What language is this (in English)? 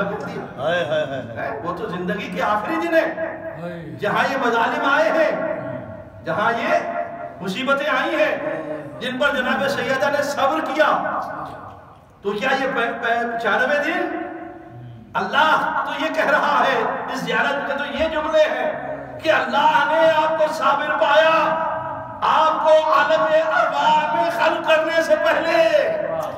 Urdu